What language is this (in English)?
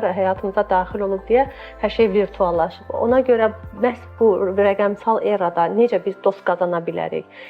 Azerbaijani